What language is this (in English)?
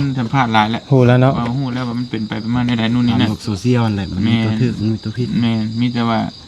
Lao